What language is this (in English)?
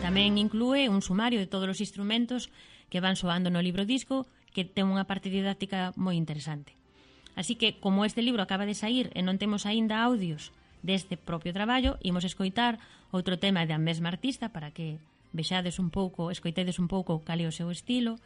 Galician